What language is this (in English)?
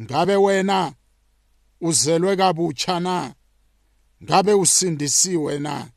South Ndebele